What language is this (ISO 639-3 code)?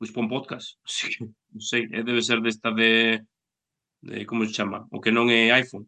glg